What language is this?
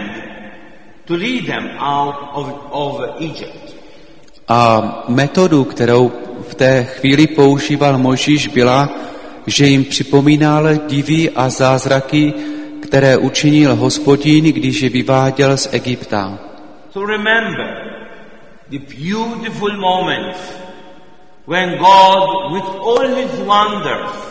Czech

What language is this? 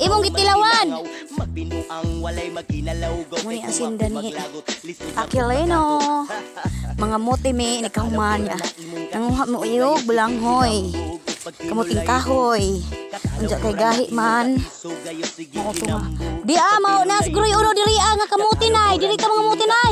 Cebuano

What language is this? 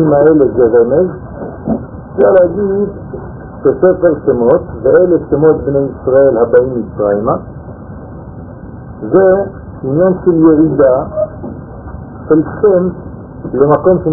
Hebrew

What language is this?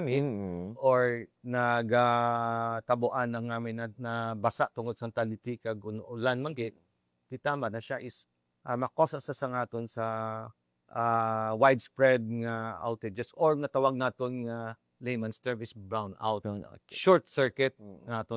Hiligaynon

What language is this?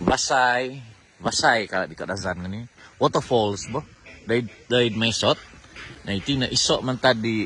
Central Dusun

